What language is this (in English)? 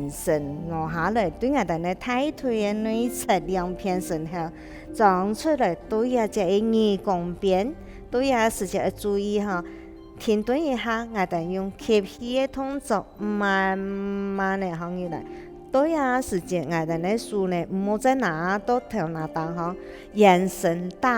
Hakka Chinese